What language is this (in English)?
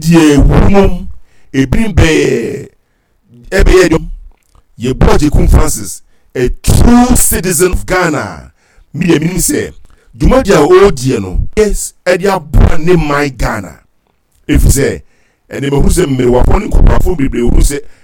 Akan